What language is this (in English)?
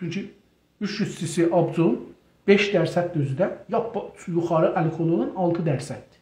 South Azerbaijani